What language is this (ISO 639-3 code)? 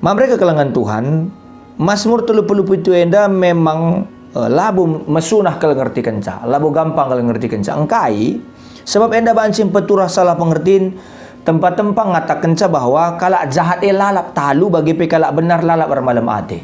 btx